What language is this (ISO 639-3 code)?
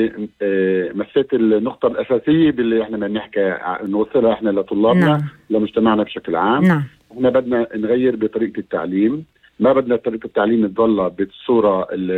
apc